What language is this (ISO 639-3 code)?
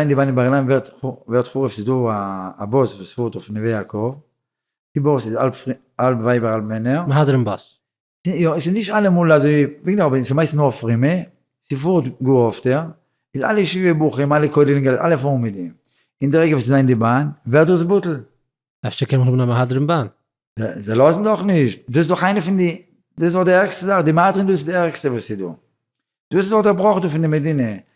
yid